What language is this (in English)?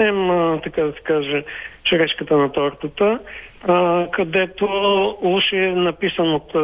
Bulgarian